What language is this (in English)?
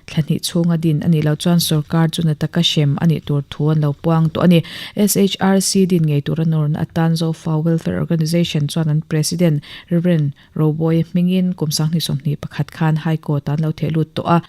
Mizo